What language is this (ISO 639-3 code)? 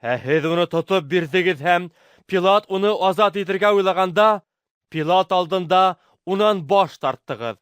bak